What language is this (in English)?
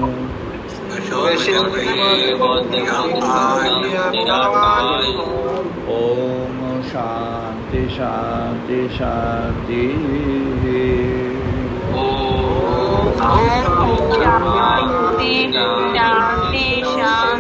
Bangla